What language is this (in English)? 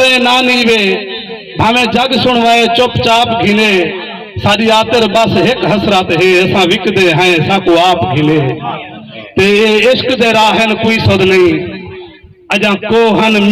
Saraiki